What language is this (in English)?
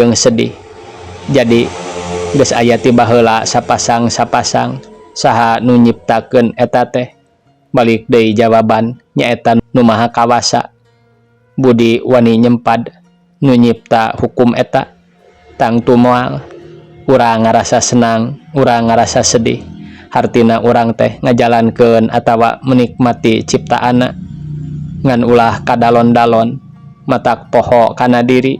Sundanese